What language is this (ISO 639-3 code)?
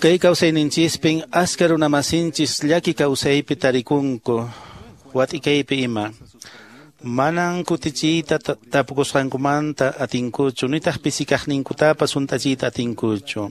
que